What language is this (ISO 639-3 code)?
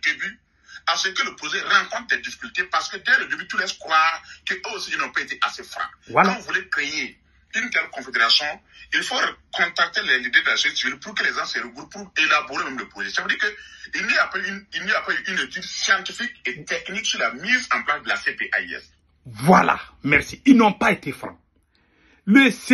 fra